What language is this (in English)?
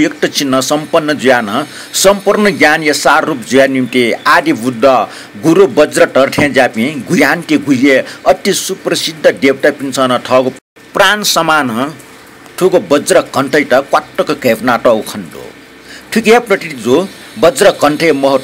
Newari